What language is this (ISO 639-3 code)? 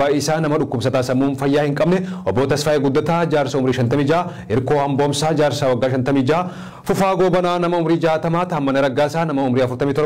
orm